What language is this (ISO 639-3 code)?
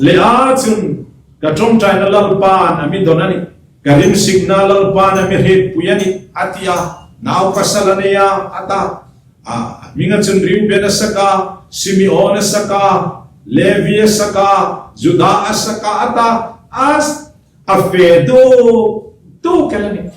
hmr